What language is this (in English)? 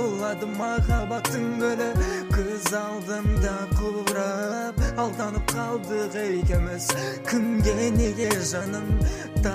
Kazakh